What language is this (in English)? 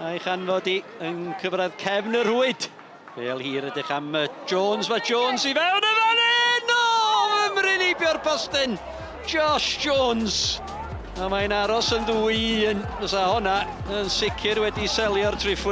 Welsh